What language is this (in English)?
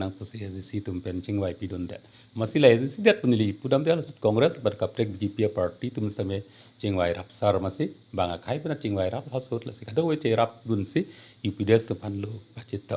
Karbi